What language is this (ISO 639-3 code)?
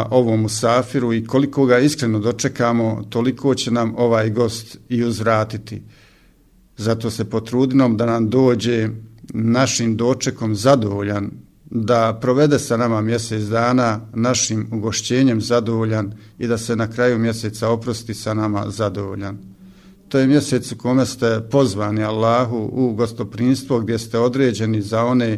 bos